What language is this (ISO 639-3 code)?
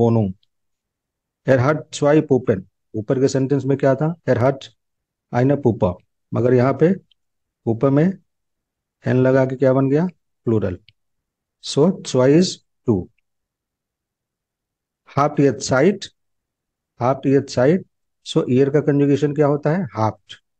hin